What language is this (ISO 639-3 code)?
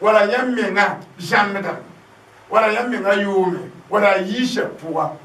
mos